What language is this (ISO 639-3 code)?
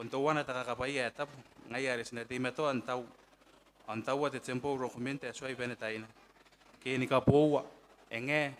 gil